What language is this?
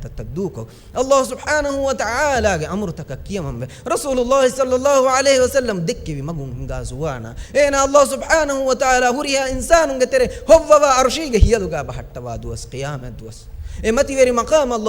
Divehi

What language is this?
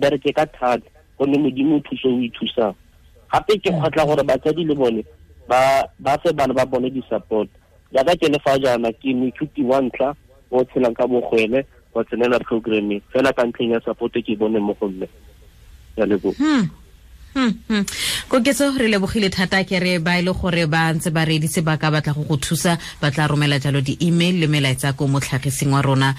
Tswana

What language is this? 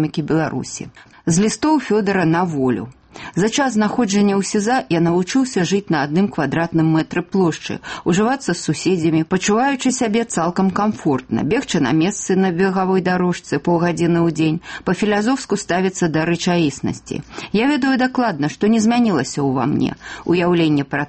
Belarusian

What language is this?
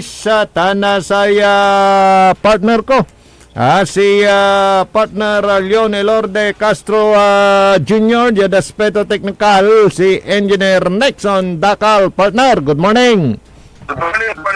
Pangasinan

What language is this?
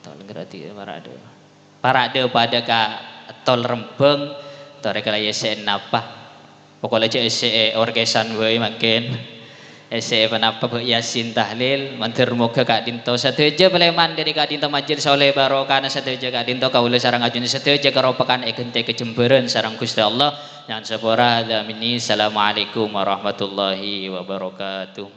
Madurese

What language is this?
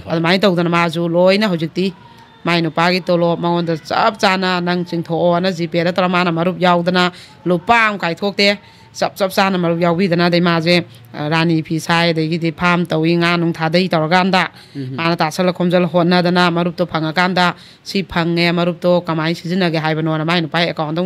Manipuri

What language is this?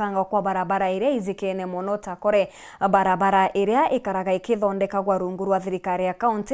Meru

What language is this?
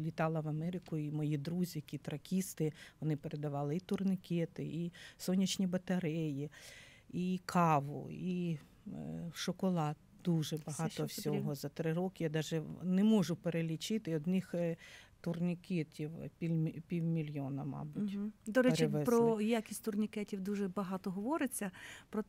Ukrainian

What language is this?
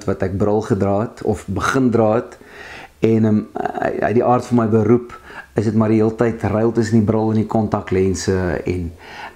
Afrikaans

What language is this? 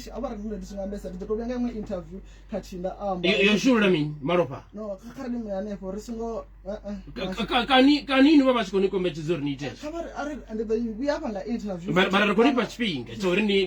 Venda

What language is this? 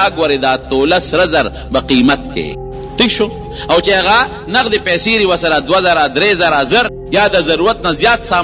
Pashto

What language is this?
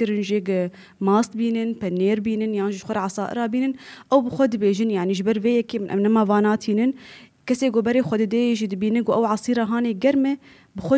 Kurdish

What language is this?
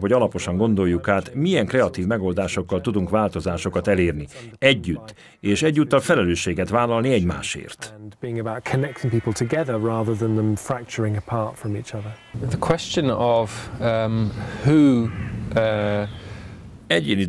Hungarian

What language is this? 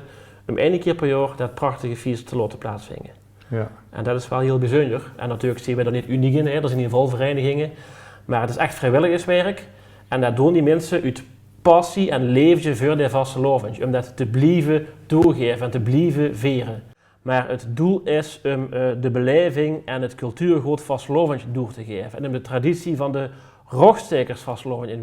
Limburgish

